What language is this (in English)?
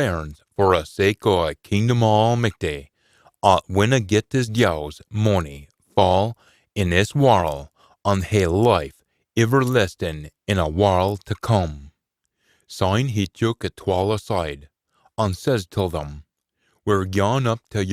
Scots